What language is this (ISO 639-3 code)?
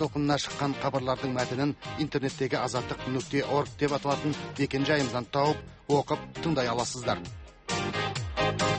kaz